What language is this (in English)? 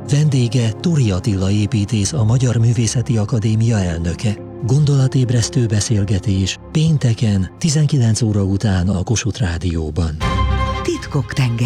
Hungarian